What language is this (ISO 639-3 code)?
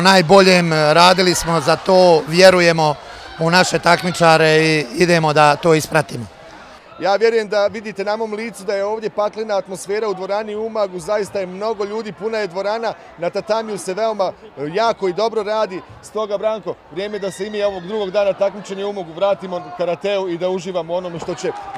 bos